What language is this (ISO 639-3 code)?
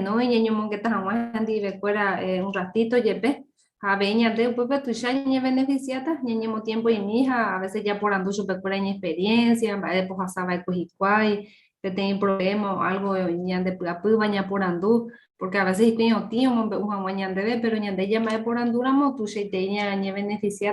grn